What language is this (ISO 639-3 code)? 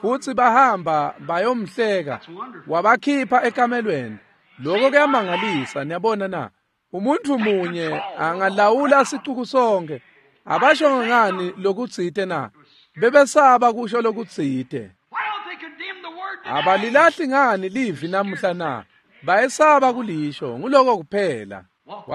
ssw